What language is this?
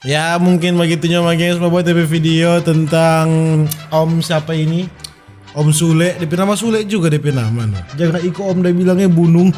Manado Malay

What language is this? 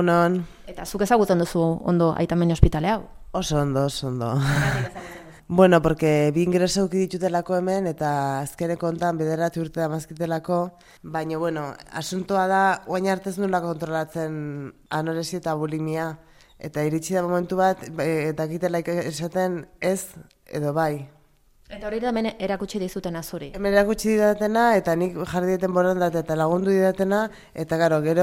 Basque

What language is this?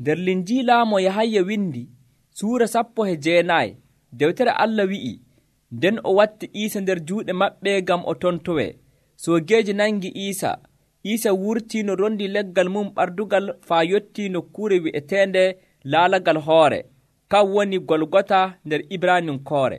Nigerian Fulfulde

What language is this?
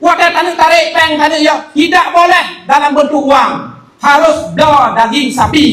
Achinese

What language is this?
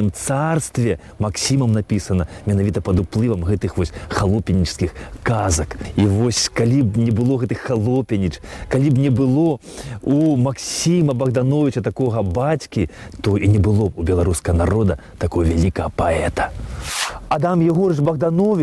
Belarusian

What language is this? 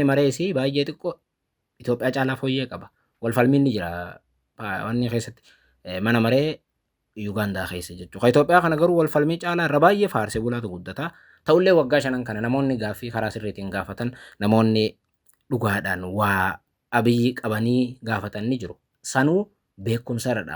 Oromo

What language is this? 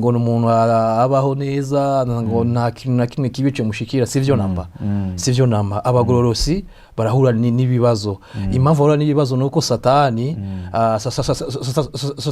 Rundi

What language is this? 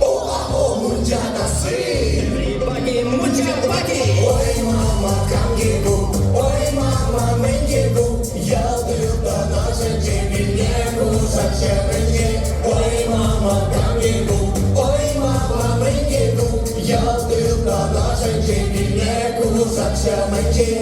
Chuvash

